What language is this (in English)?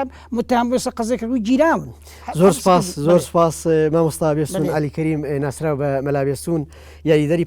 Central Kurdish